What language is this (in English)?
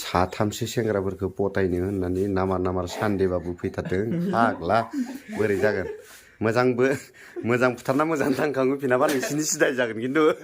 Bodo